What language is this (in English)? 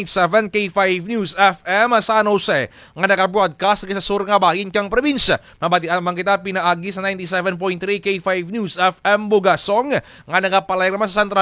Kinaray-a